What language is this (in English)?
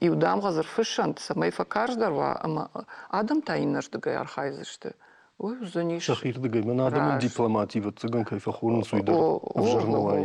Ossetic